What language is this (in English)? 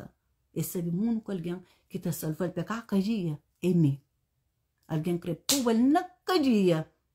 Kabuverdianu